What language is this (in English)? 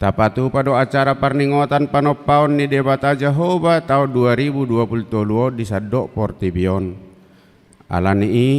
Batak Toba